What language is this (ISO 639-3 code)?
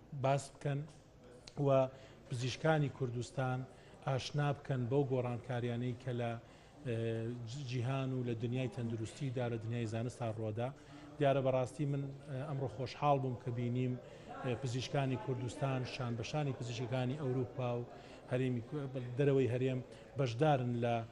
ckb